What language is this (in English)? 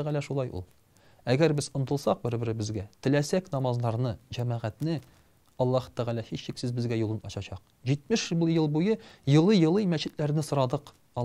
Tatar